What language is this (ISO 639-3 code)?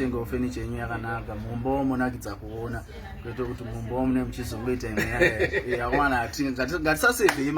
sna